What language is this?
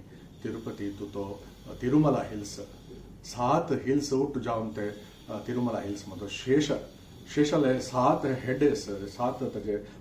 Konkani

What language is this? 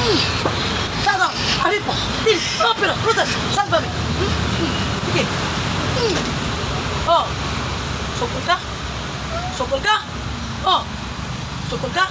Cebuano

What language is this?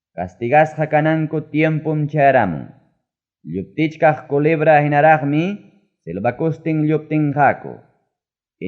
Ayacucho Quechua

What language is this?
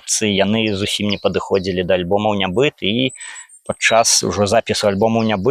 Belarusian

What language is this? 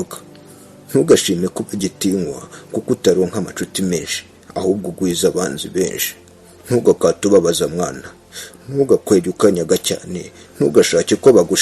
Kinyarwanda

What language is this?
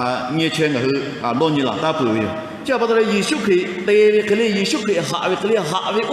Lahu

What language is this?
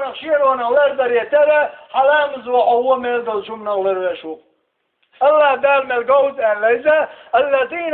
Chechen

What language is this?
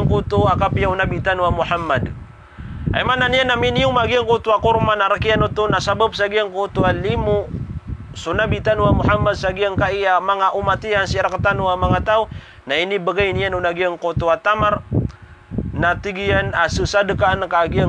Maranao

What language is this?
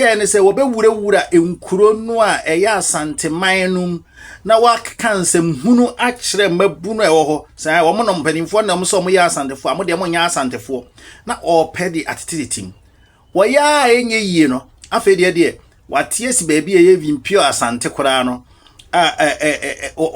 Akan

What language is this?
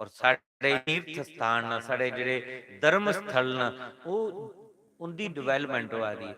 Dogri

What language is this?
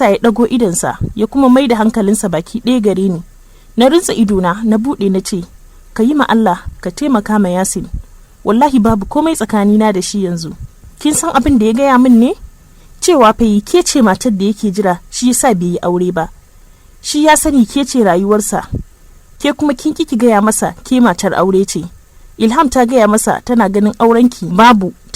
Hausa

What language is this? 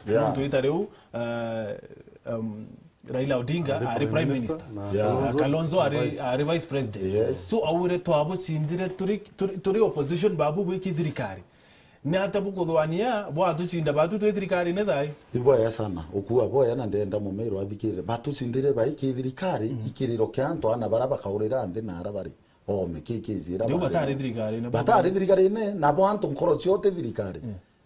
Meru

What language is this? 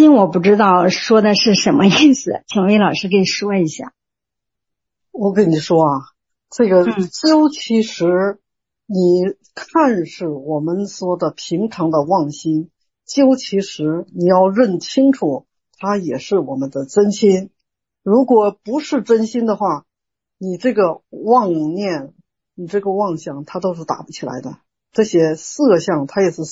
Chinese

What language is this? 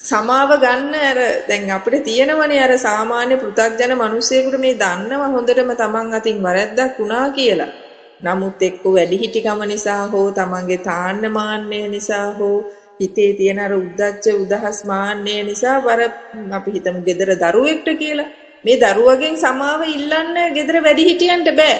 Sinhala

